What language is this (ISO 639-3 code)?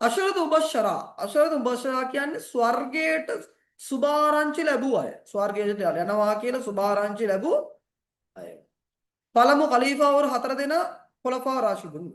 sin